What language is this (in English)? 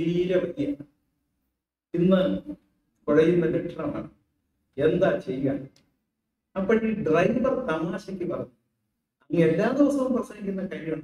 Malayalam